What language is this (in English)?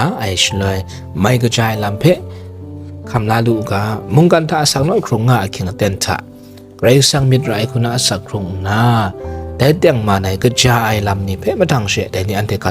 Kachin